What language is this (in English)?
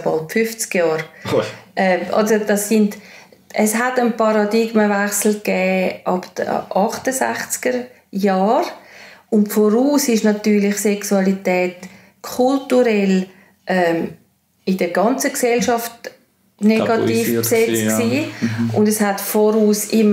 Swiss German